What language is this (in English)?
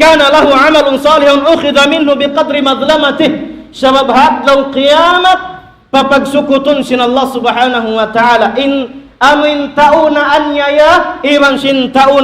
Tausug